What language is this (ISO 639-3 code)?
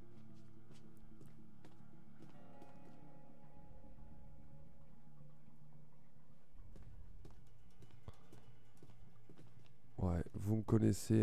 fra